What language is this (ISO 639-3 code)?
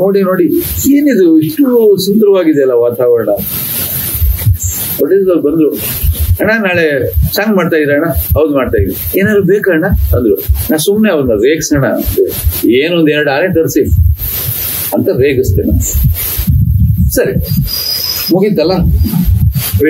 kan